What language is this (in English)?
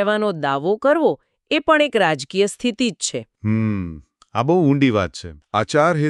Gujarati